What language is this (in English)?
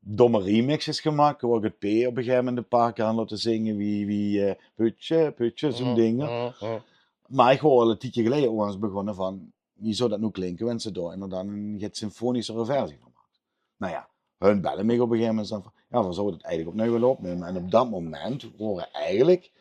Limburgish